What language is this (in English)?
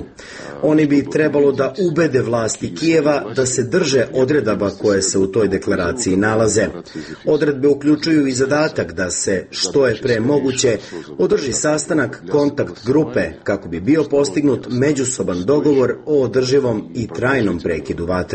Serbian